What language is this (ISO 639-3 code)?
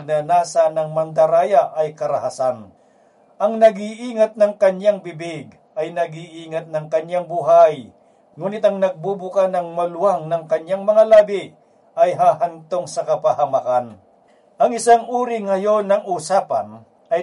fil